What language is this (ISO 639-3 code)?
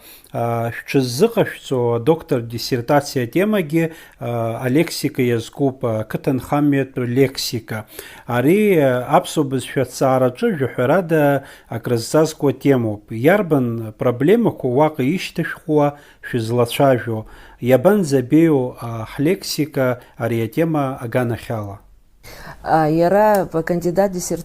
abk